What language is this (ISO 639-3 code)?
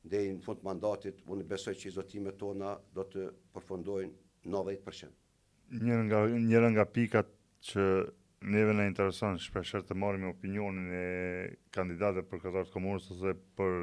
sqi